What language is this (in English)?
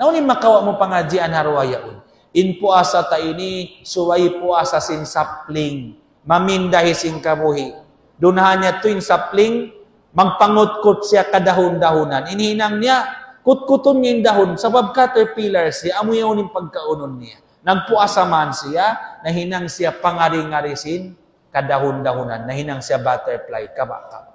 Tausug